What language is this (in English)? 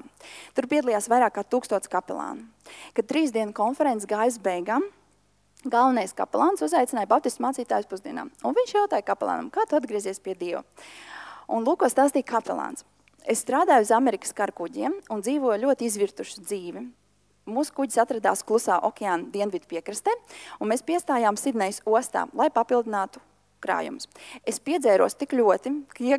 Latvian